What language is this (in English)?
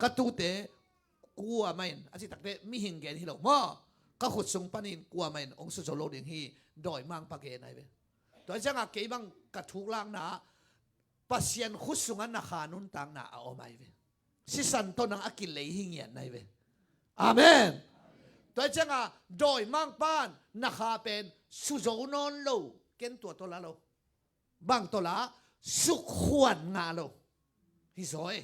Tedim Chin